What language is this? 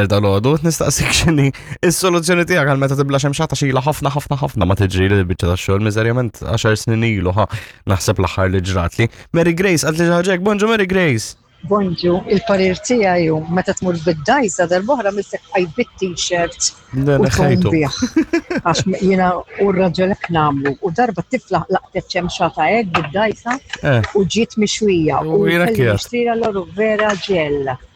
Maltese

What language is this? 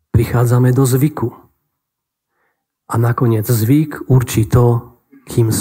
Slovak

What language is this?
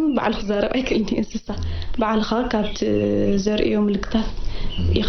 Tigrinya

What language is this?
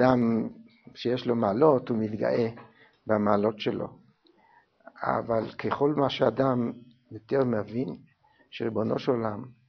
Hebrew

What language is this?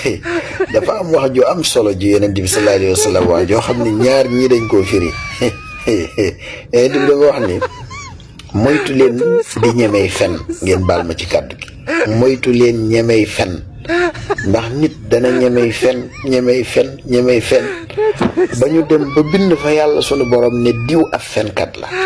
Wolof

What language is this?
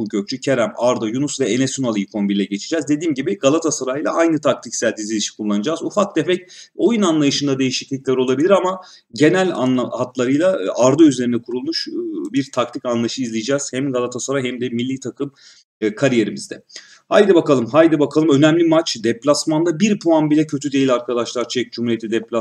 Turkish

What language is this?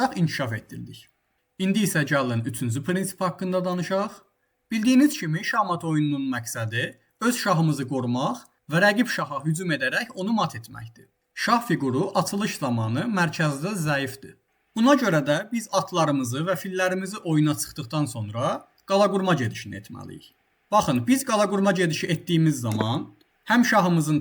Azerbaijani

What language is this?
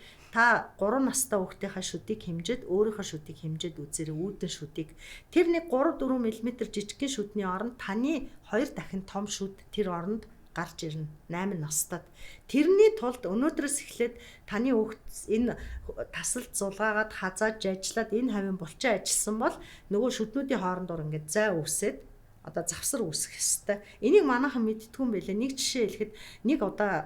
Mongolian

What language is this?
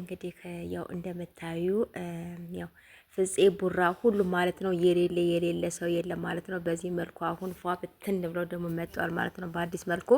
Amharic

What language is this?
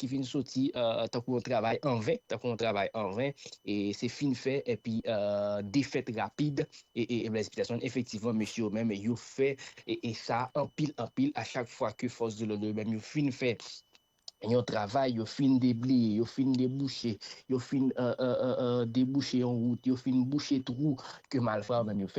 Haitian Creole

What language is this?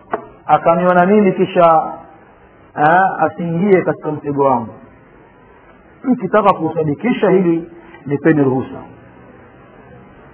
Swahili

